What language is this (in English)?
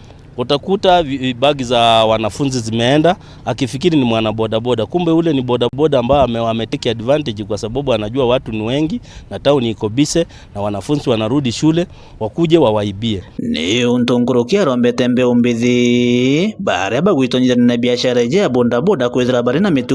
Meru